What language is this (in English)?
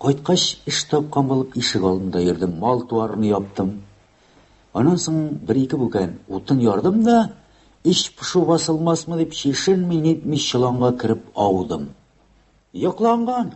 Tatar